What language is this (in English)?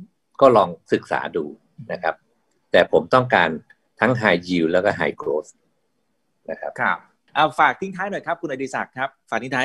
Thai